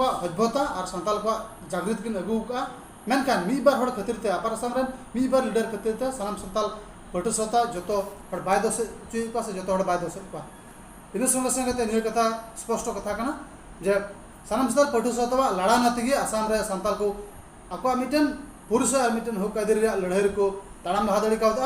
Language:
Santali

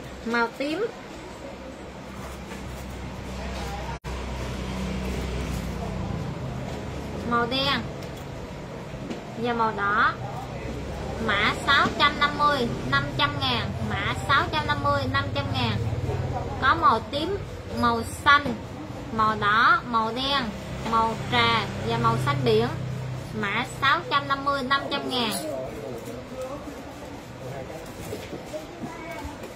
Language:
Vietnamese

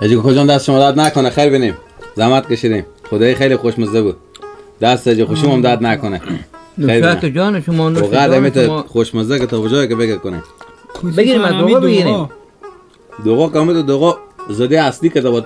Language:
Persian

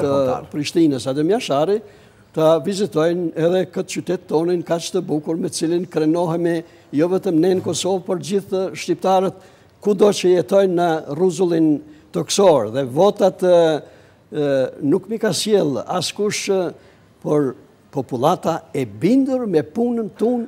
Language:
Albanian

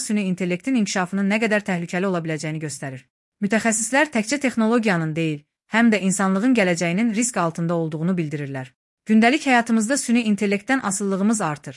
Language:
Azerbaijani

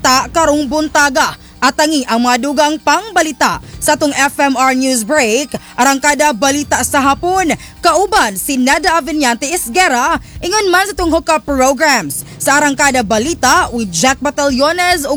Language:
Cebuano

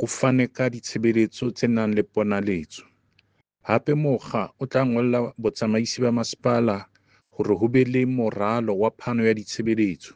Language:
Southern Sotho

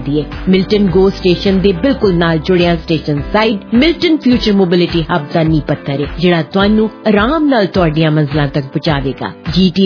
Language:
Punjabi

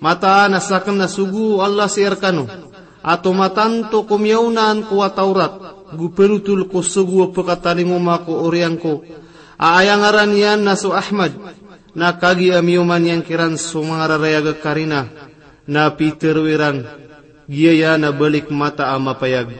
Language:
Maranao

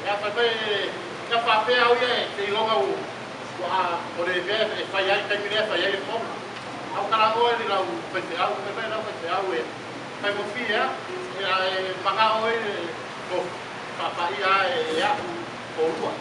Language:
Samoan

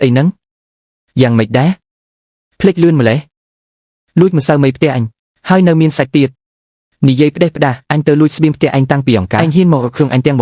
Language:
Khmer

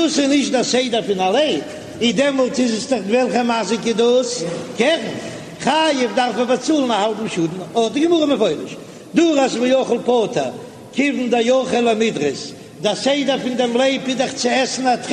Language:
Yiddish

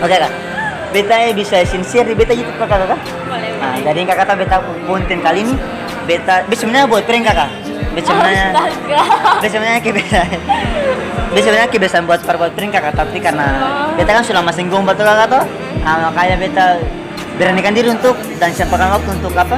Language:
Ambonese Malay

